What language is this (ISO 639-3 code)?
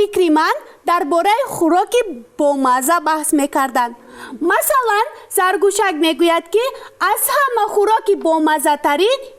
tgk